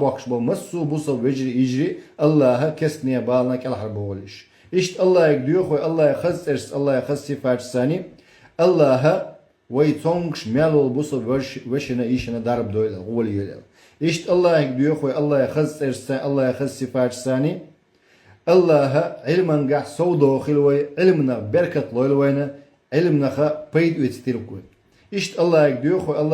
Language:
Chechen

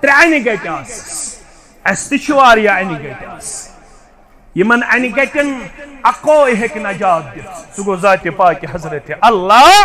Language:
Kashmiri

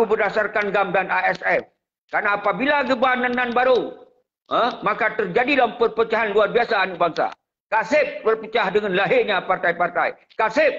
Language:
Achinese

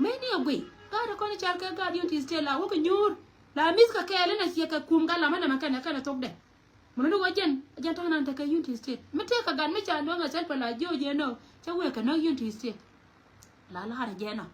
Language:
Nuer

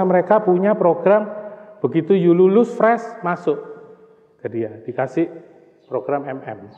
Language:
Indonesian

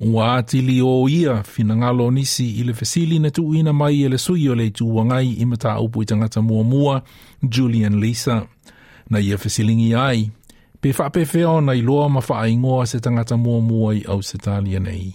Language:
Samoan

